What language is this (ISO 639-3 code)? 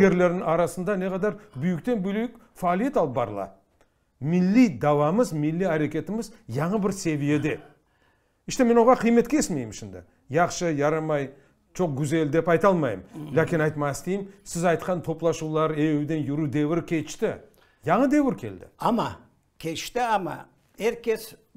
crh